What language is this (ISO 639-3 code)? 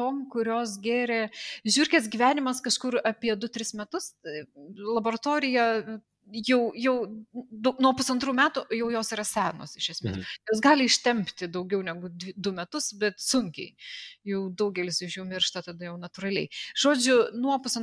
lit